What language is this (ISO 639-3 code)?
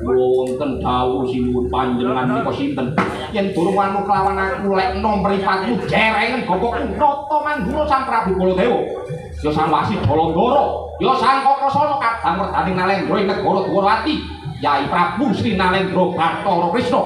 jav